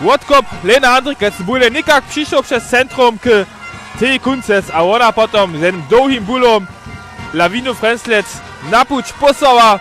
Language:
Upper Sorbian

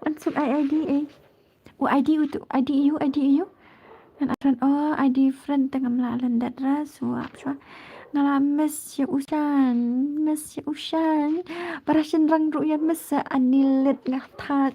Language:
Khasi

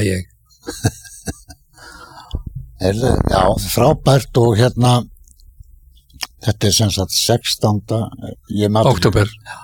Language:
Icelandic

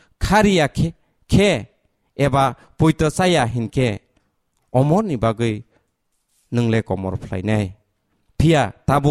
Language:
Kok Borok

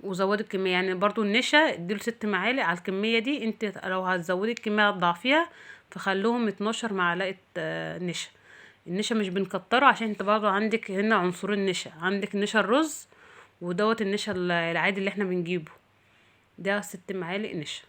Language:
Egyptian Arabic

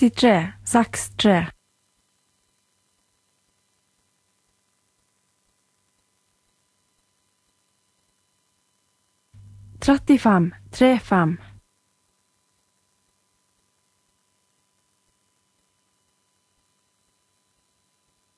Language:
Norwegian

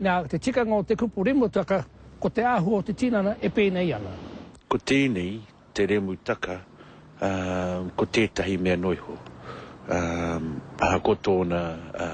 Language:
Māori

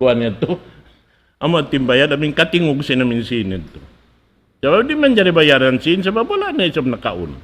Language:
Tausug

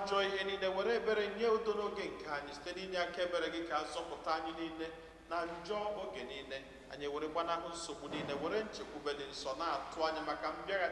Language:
Igbo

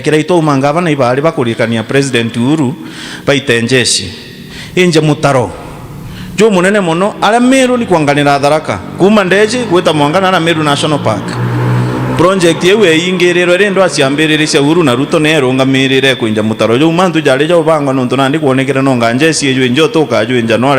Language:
Meru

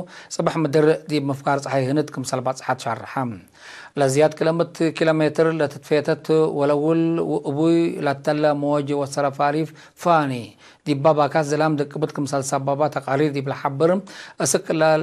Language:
Tigre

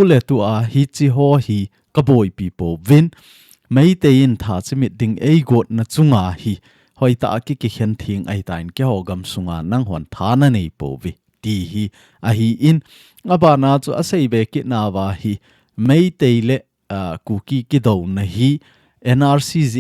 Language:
Thado Chin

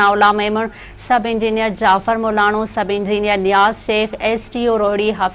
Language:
Sindhi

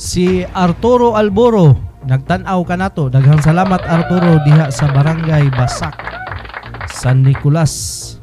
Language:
Cebuano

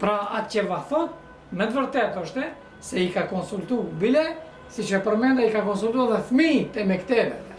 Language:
Albanian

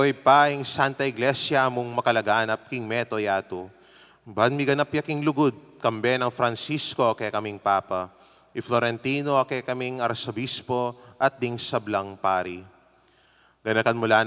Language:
Pampanga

